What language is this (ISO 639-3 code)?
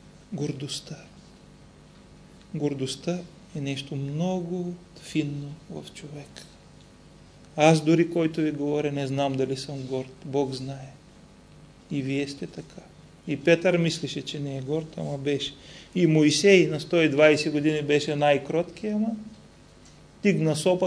bul